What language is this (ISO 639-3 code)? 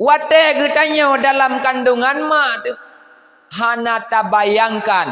ace